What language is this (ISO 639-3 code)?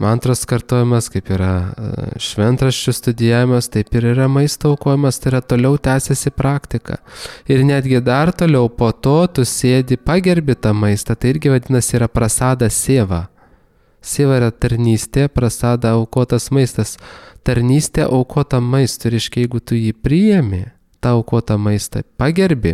lit